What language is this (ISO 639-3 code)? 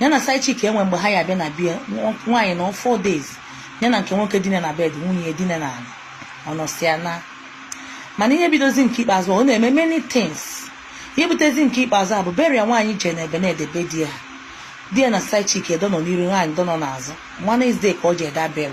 ibo